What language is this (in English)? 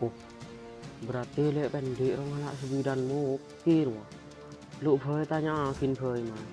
Madurese